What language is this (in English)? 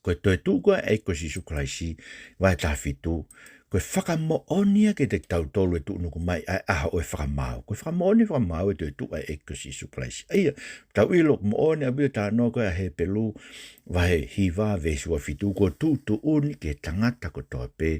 Tongan